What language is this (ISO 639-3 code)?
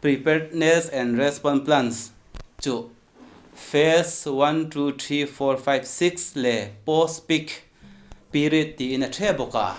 hmr